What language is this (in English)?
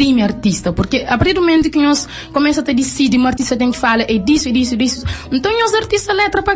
Kabuverdianu